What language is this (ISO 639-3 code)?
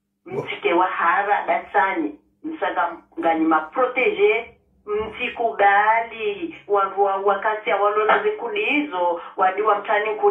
swa